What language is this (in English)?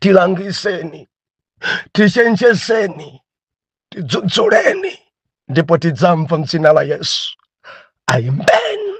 Nyanja